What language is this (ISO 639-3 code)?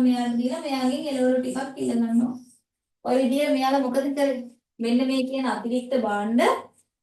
sin